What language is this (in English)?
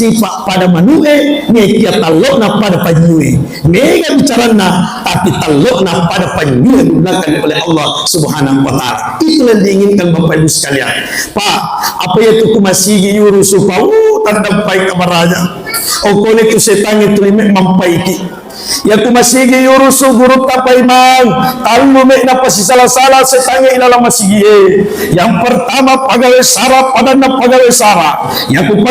Buginese